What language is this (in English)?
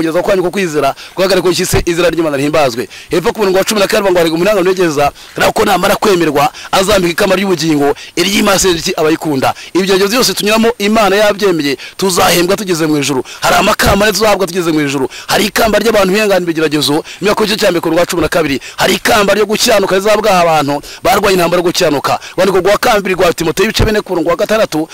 Kinyarwanda